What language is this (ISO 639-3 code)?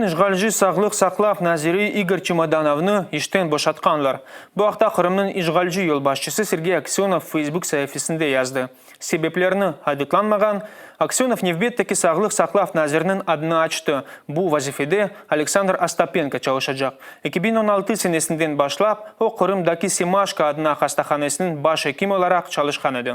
crh